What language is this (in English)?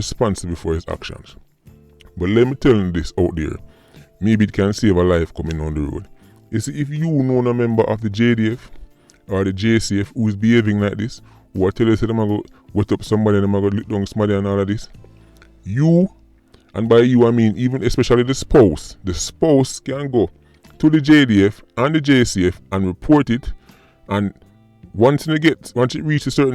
Jamaican Creole English